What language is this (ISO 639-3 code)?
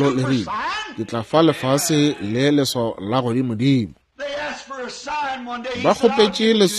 nso